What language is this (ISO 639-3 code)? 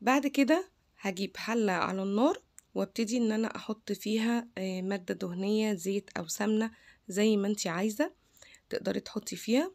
arz